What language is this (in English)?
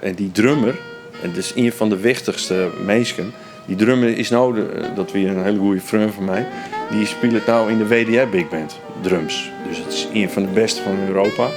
Western Frisian